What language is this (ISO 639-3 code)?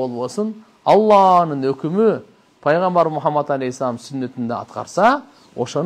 kir